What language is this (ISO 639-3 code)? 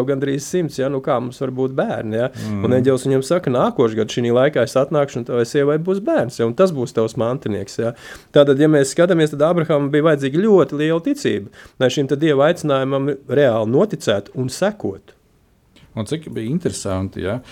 lav